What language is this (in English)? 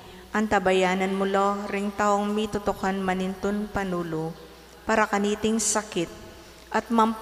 Pampanga